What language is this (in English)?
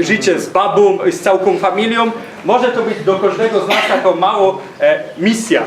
Silesian